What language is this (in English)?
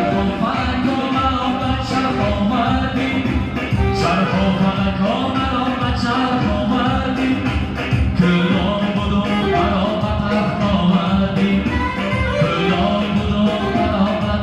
Tajik